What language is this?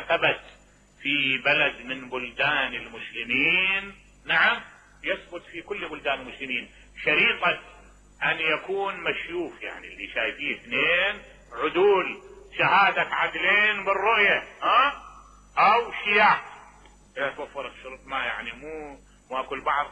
Mesopotamian Arabic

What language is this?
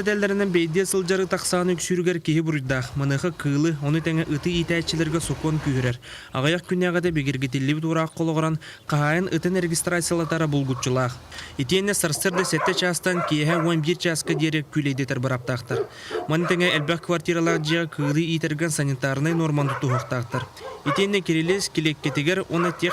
Yakut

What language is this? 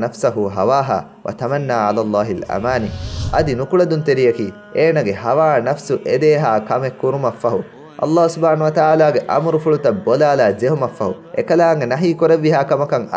Divehi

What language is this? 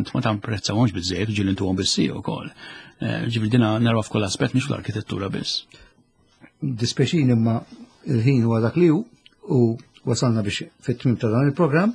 Maltese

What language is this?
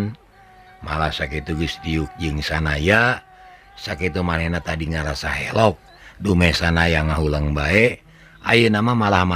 Sundanese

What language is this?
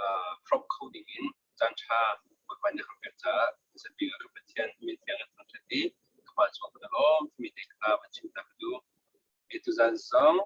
Hakha Chin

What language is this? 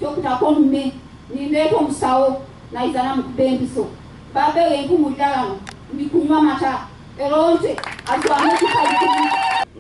Ganda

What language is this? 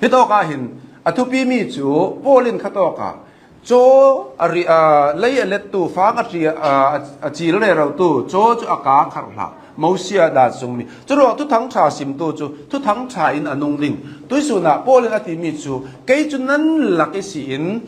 Hakha Chin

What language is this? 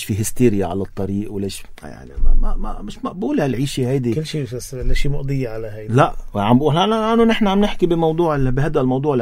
North Levantine Arabic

